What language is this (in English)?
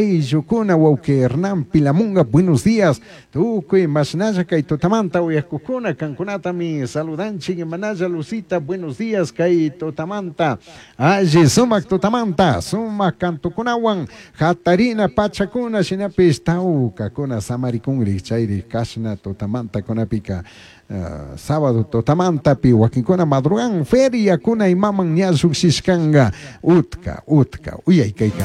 Chimborazo Highland Quichua